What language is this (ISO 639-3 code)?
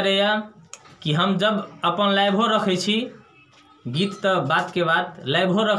mai